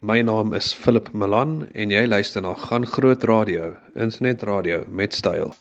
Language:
Afrikaans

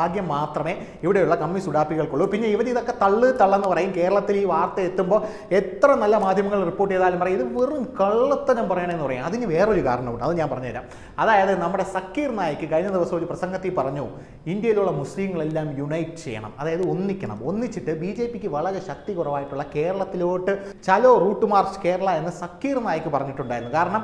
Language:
Malayalam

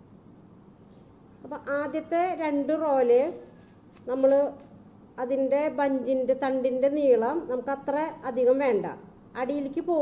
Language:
Malayalam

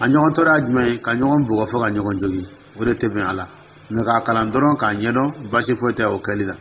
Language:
Dyula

